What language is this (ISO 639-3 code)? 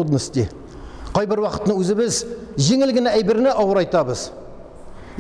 tat